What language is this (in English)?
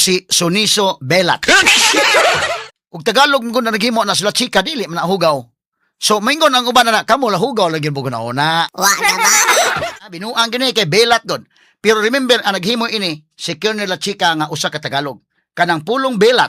Cebuano